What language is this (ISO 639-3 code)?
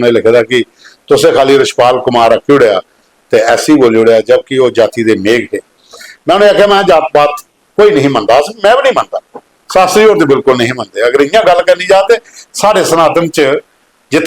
doi